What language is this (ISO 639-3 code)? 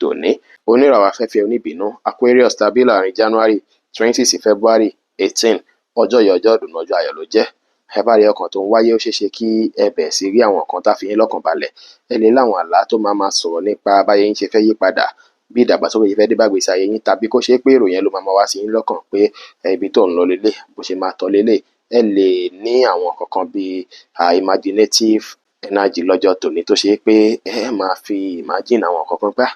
yor